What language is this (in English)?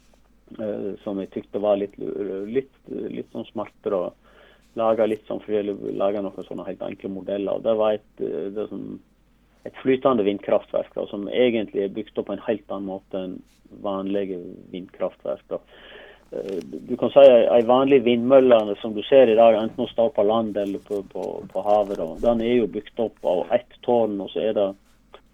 Norwegian